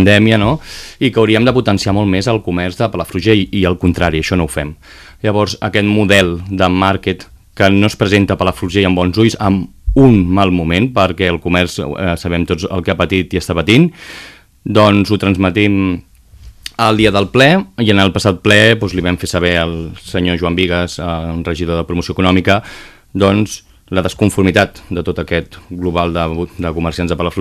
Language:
Catalan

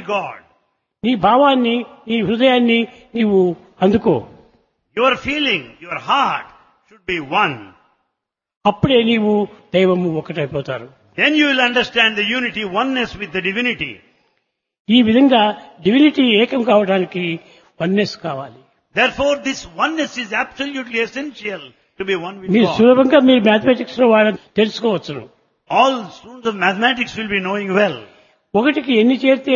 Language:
Telugu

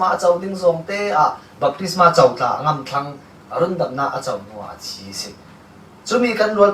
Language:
Falam Chin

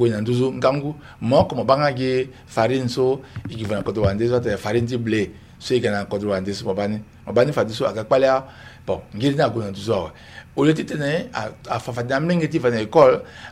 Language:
Sango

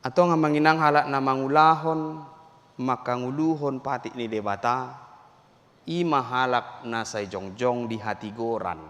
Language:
Batak Toba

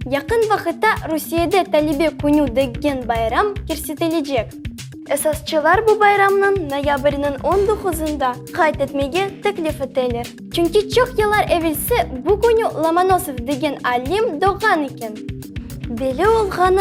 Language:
Crimean Tatar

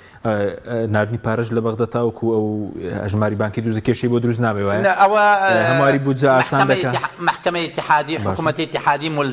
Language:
Central Kurdish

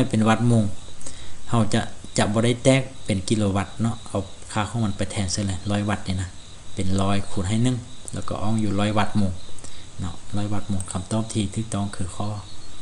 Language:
Lao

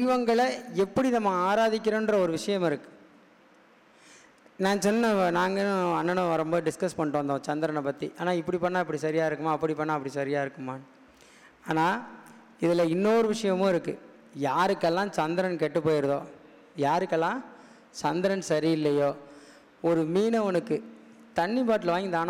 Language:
Tamil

